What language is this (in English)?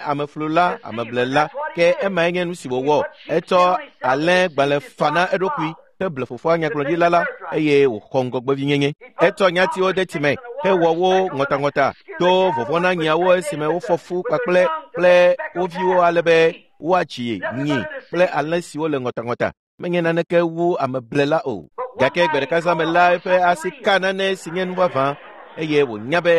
Ewe